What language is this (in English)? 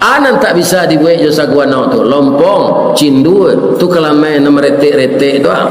Minangkabau